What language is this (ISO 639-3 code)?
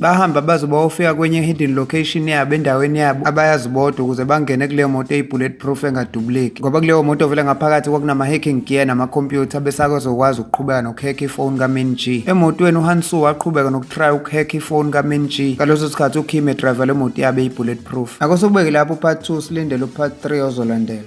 zul